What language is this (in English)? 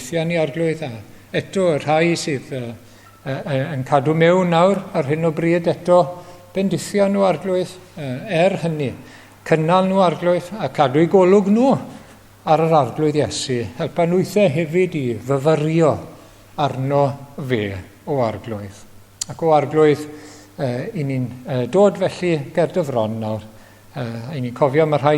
Welsh